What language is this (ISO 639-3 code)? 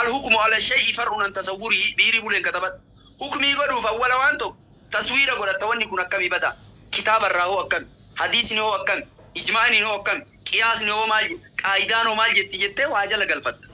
orm